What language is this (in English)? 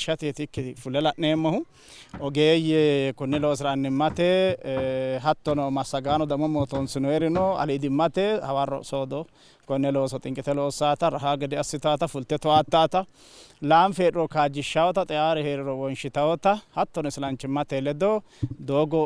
Sidamo